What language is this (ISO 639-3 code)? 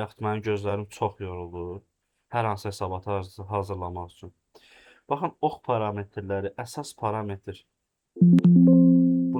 aze